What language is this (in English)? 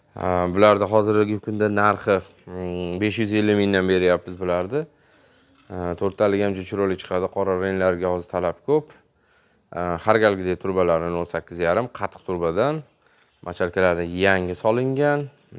Uzbek